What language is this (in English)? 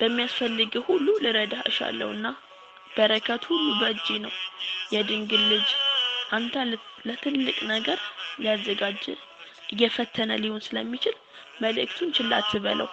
Amharic